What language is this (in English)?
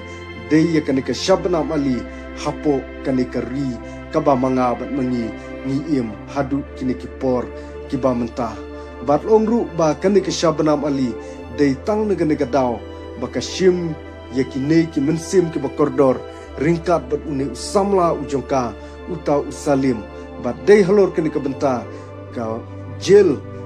Khasi